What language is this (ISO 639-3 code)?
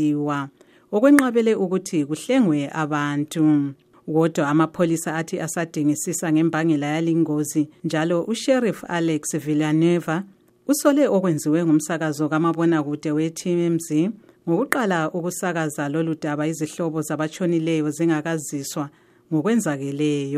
nde